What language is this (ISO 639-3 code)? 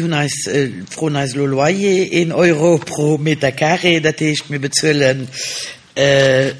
ltz